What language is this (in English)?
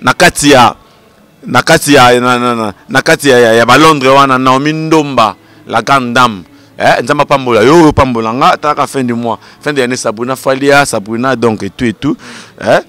Lingala